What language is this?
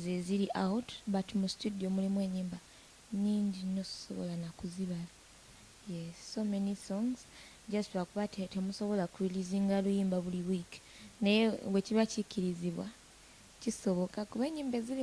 Ganda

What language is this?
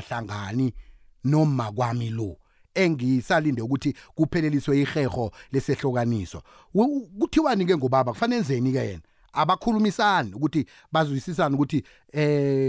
South Ndebele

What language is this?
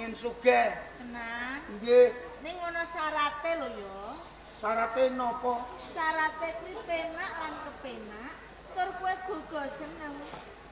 Javanese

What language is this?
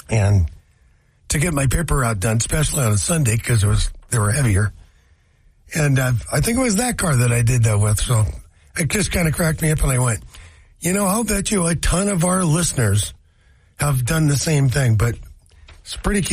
English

